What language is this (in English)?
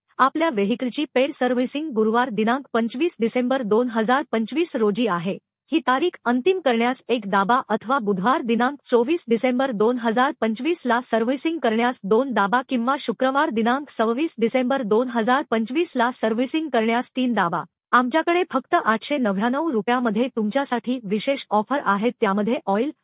Marathi